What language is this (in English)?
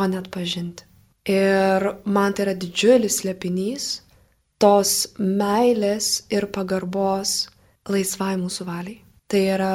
Lithuanian